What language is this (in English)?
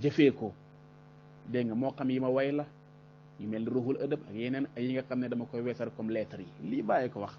Wolof